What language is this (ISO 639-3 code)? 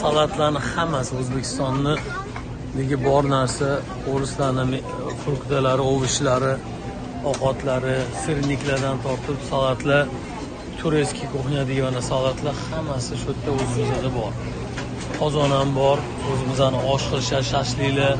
uzb